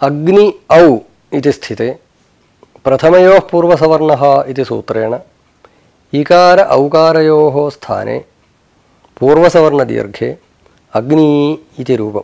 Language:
Sanskrit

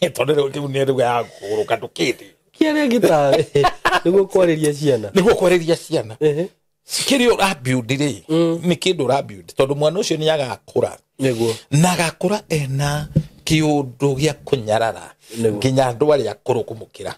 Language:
Kikuyu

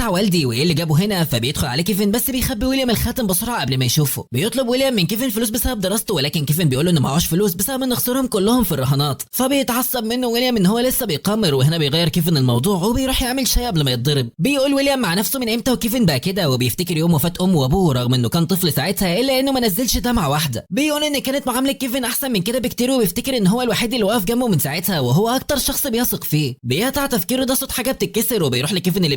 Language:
Egyptian Arabic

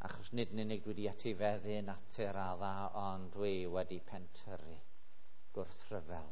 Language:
Welsh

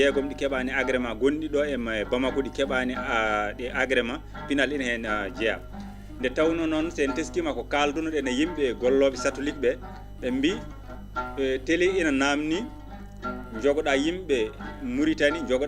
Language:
Fula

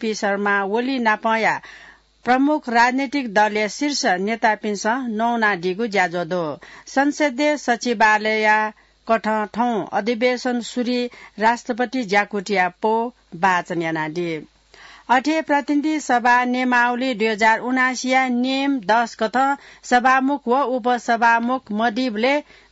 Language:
Newari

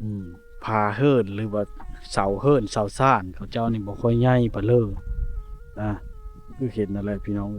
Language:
Lao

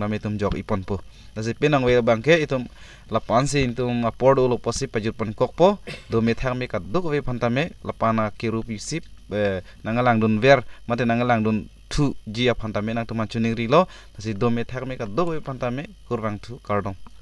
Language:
Karbi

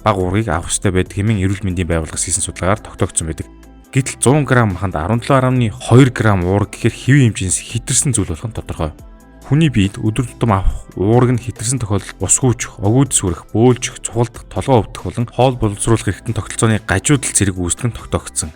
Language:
Mongolian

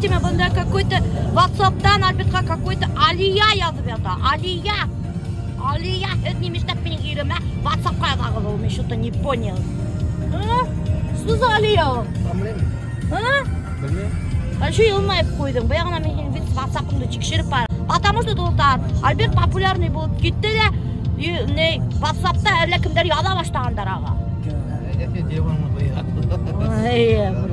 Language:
Bashkir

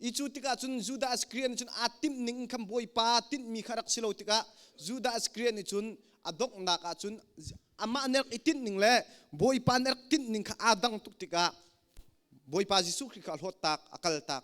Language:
Hakha Chin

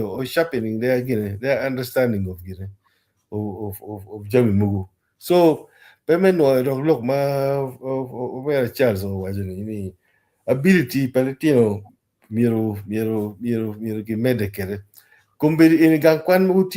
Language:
Acoli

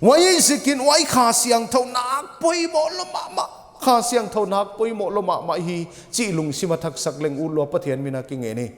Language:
Paite Chin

